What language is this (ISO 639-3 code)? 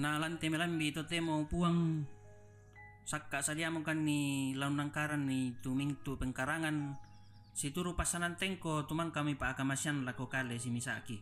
sda